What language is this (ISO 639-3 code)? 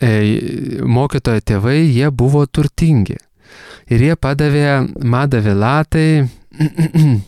lit